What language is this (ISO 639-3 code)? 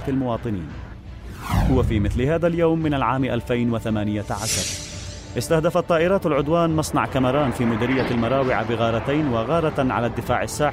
ara